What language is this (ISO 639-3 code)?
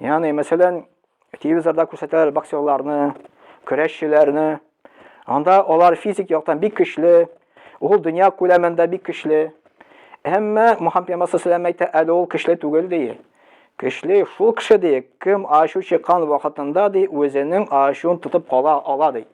tat